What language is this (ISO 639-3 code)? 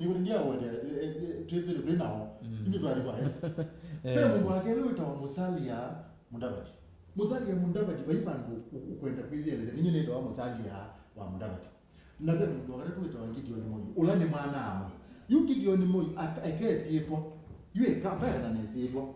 kam